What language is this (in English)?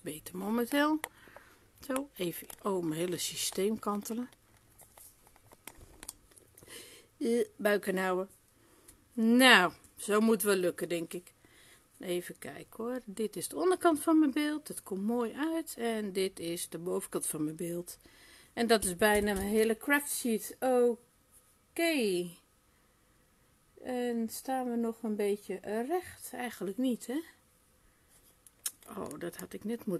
Dutch